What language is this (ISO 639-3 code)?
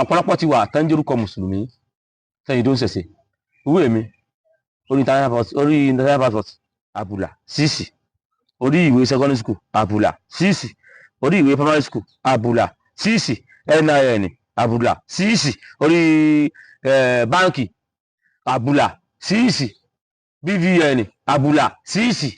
yor